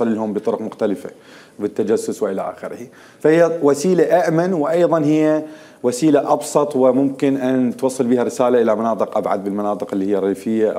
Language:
Mesopotamian Arabic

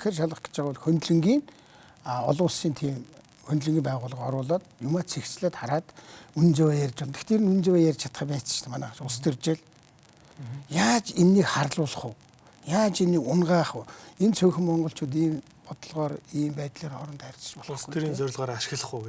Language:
Mongolian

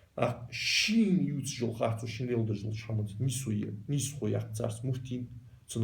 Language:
Ingush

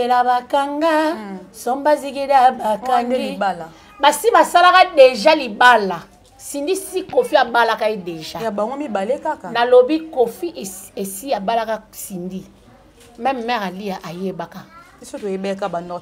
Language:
Lingala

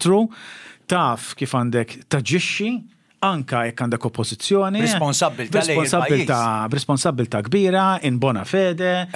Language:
Maltese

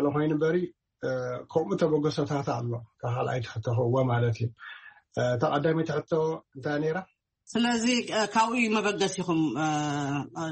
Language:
Tigrinya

